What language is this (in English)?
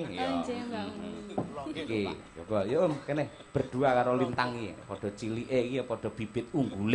Javanese